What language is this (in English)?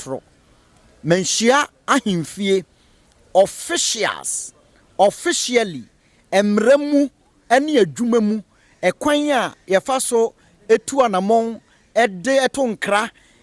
Akan